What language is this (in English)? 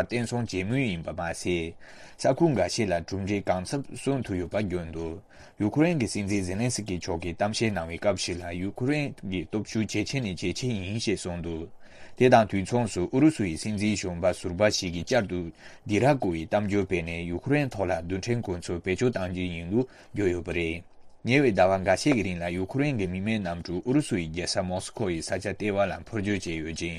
Tibetan